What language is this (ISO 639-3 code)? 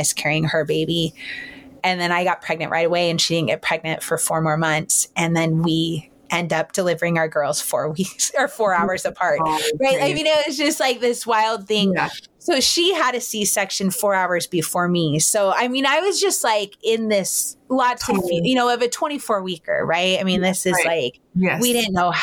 eng